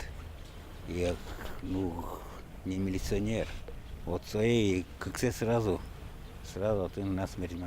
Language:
Udmurt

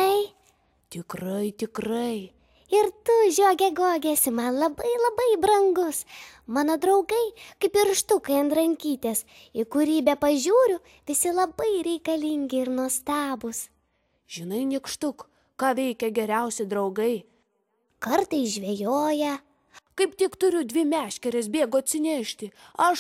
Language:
Lithuanian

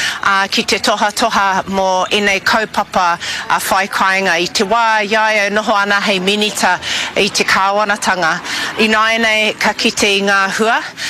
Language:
Māori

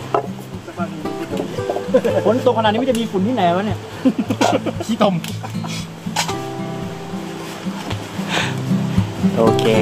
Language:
Thai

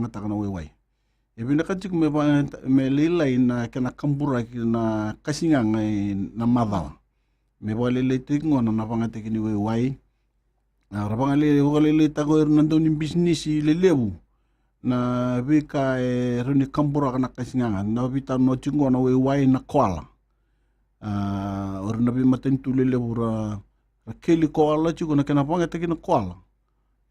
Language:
Fijian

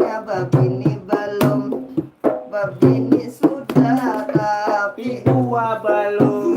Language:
Banjar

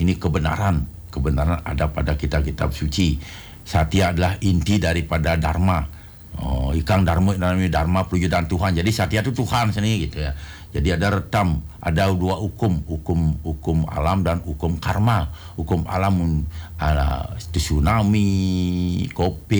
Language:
Indonesian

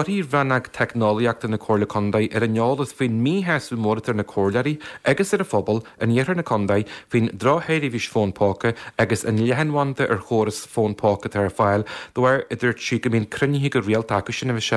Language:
Irish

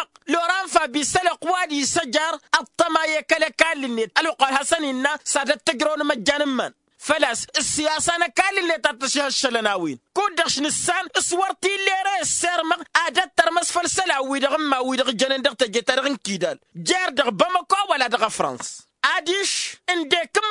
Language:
Tamasheq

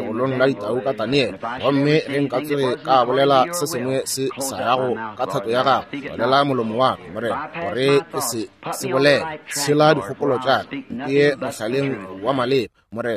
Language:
Northern Sotho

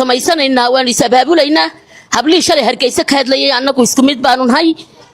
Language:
Somali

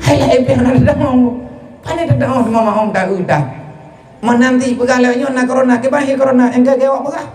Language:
Achinese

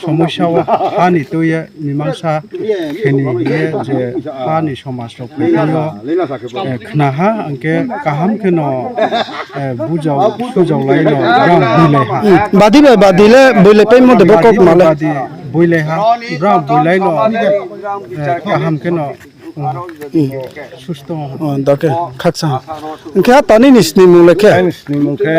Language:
Riang (India)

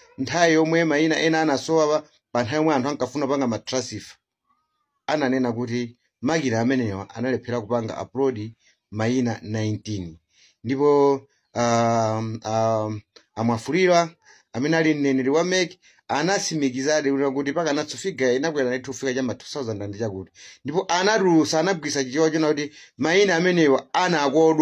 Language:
Nyanja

